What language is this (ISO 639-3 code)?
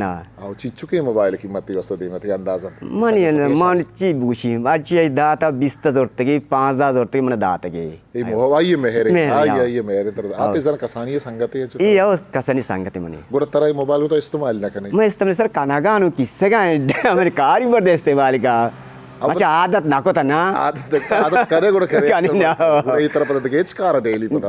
bgp